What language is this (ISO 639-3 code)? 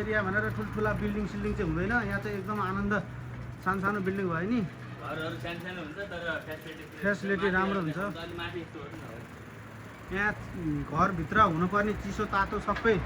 nep